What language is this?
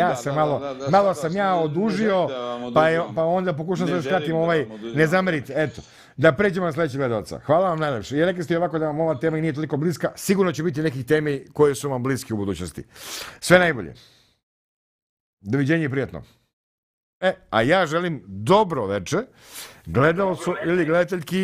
Serbian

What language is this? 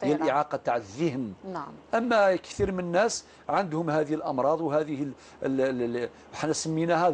Algerian Arabic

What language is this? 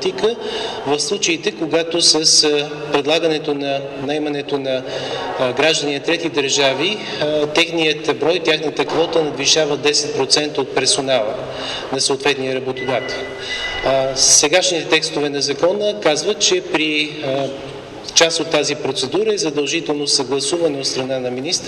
Bulgarian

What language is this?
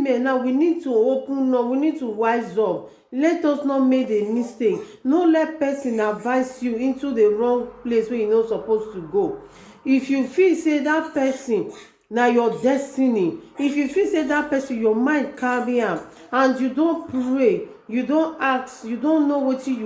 Nigerian Pidgin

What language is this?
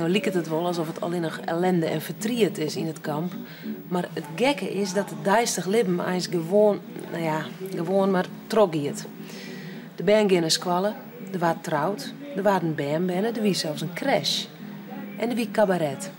Western Frisian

